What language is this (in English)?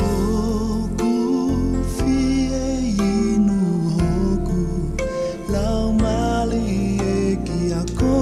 Tongan